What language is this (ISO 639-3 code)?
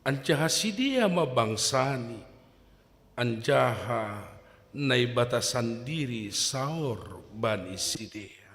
bts